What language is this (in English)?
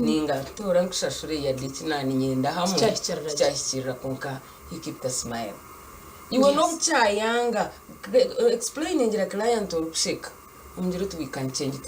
Nyankole